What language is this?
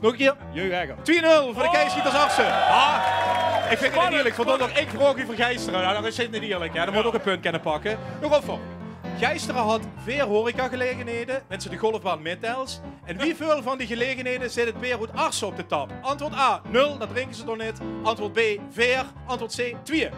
Limburgish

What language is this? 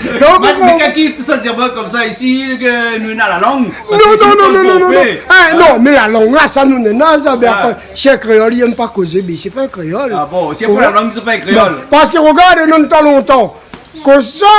Réunion Creole French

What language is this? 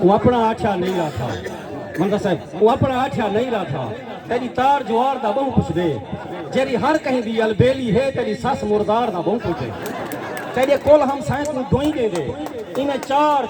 Saraiki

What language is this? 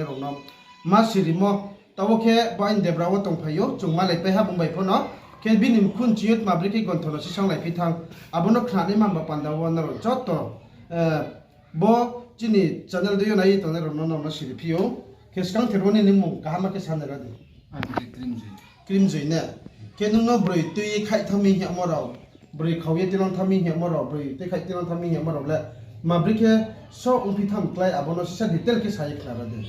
Riang (India)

